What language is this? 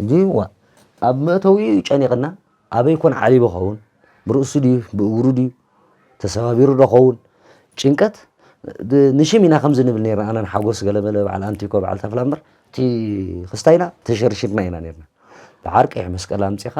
Tigrinya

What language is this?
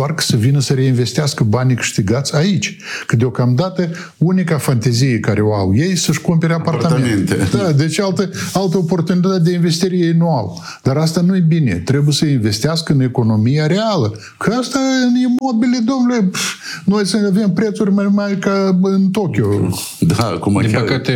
Romanian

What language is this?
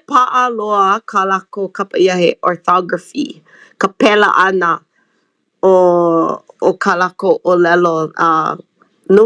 Hawaiian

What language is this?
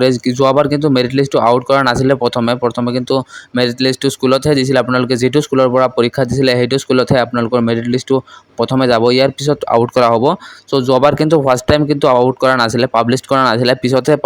Assamese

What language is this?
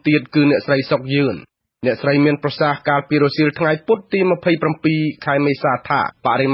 Khmer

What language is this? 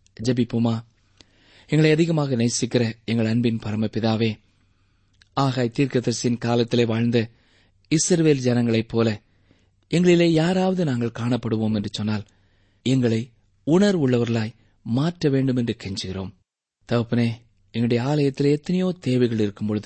Tamil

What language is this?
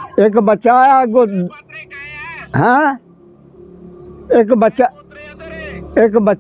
Punjabi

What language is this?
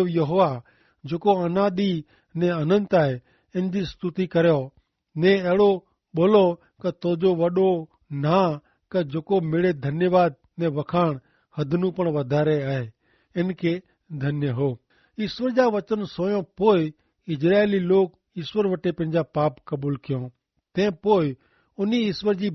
Kachhi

